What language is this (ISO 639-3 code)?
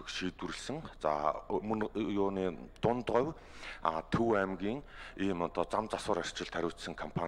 mon